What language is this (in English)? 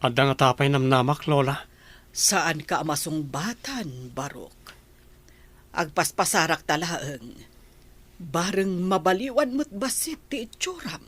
Iloko